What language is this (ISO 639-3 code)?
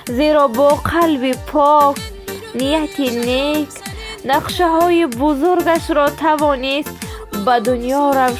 tgk